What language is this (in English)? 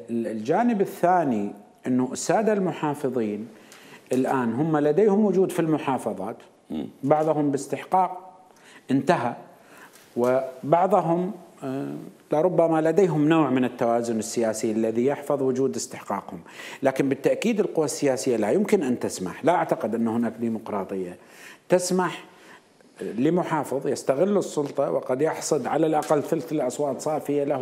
Mesopotamian Arabic